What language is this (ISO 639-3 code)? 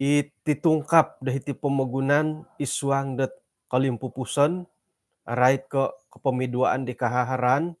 dtp